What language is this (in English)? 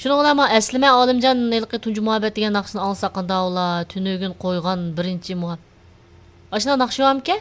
Uyghur